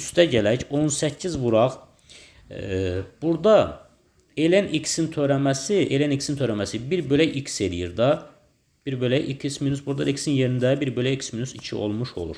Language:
Azerbaijani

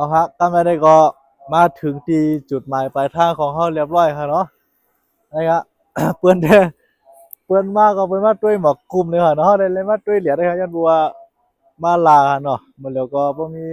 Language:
Shan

